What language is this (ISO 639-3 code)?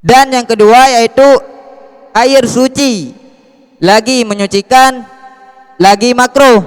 ace